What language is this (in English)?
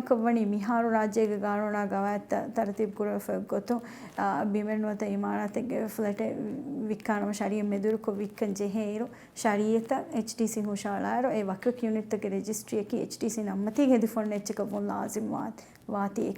Divehi